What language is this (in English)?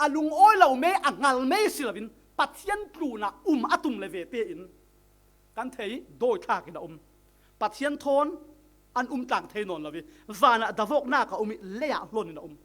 Falam Chin